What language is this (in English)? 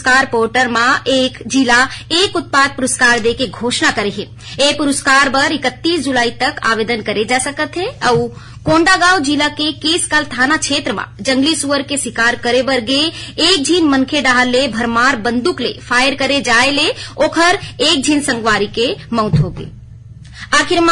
Chhattisgarhi